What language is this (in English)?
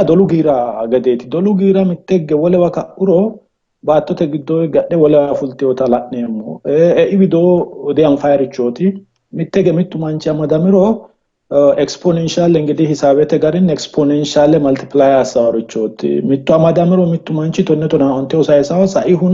Sidamo